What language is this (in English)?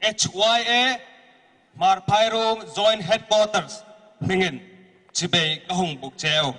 Hmar